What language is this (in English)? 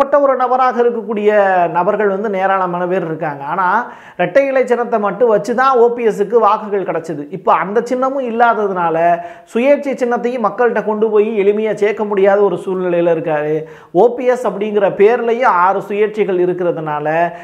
Tamil